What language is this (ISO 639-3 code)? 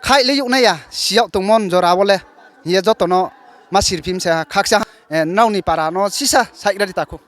ria